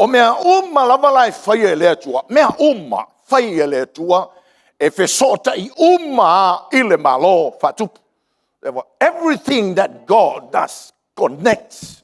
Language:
Samoan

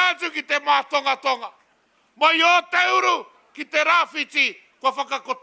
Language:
Māori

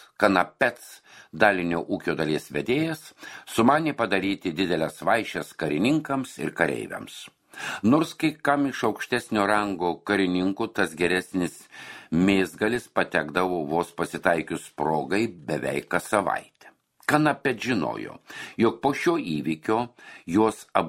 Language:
Lithuanian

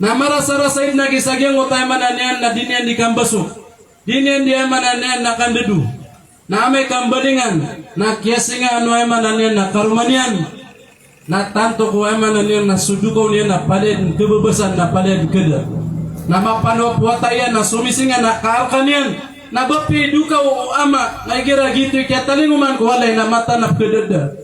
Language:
Maranao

